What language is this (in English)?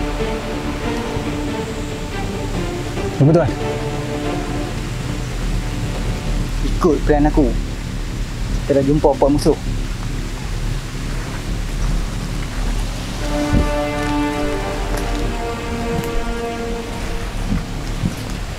Malay